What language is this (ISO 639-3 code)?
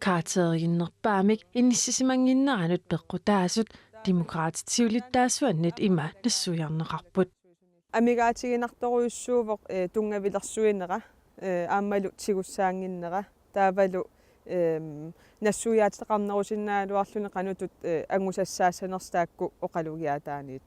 kal